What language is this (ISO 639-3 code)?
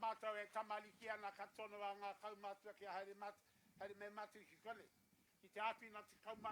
mri